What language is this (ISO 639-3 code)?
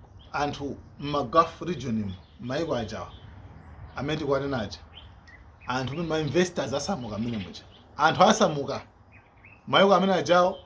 nya